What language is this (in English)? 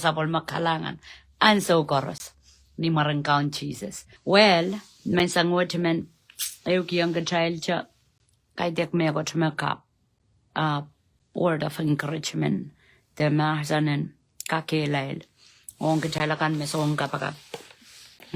Pohnpeian